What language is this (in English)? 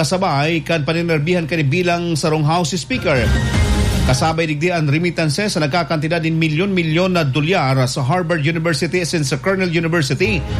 Bikol